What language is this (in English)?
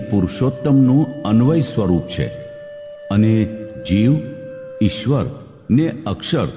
Gujarati